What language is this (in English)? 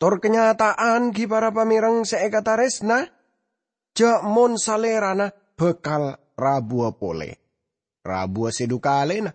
Madurese